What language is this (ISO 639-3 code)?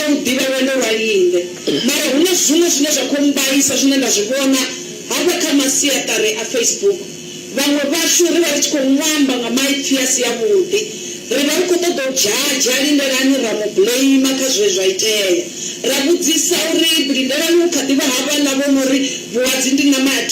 ven